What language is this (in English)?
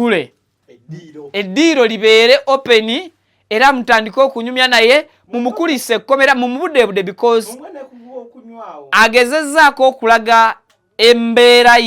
Ganda